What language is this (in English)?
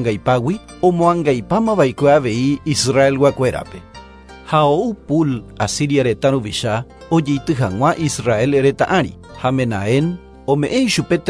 Guarani